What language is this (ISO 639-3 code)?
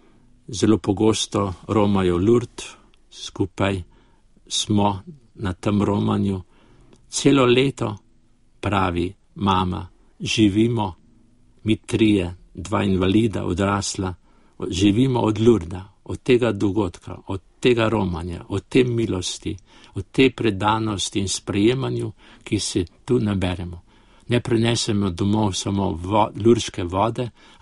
slv